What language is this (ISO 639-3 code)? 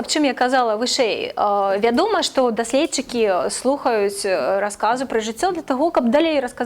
bel